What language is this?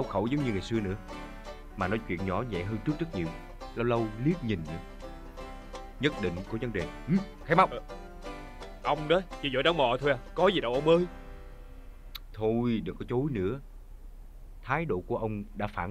Vietnamese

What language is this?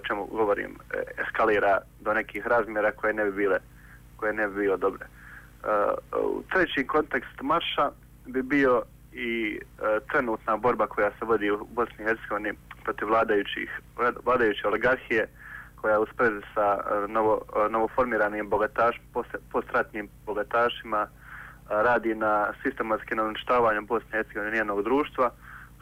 Bosnian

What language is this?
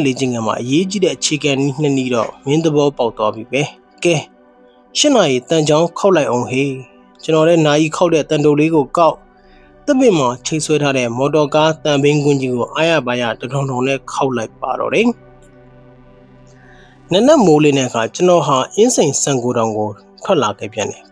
Burmese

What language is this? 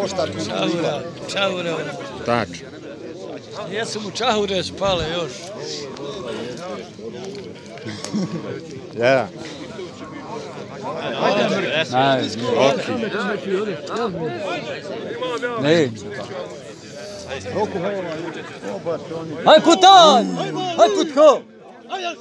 Bosnian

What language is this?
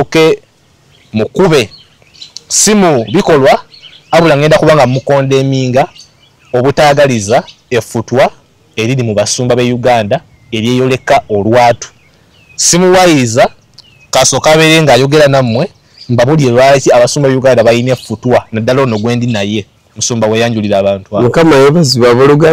Ganda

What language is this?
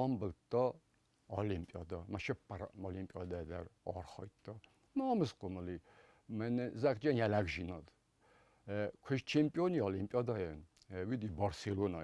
Ossetic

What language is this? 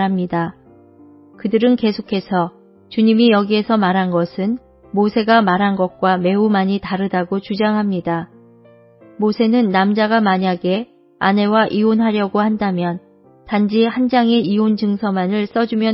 Korean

